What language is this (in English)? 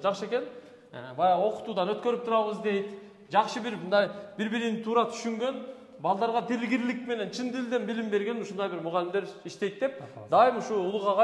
Kyrgyz